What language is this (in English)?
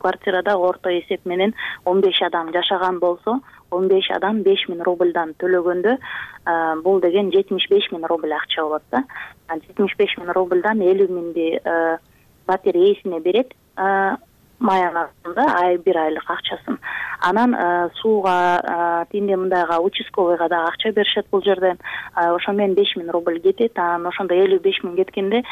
Kyrgyz